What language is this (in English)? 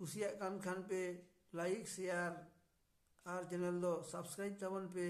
Santali